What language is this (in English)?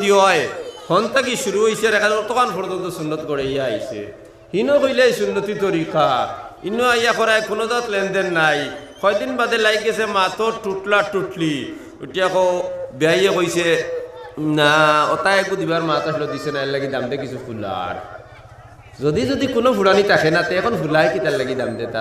Sylheti